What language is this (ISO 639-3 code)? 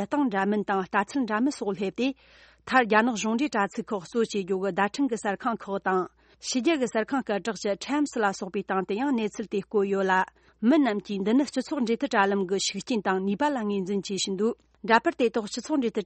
bod